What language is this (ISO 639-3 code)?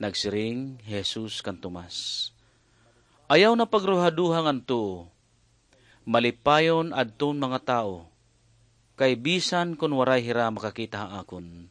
war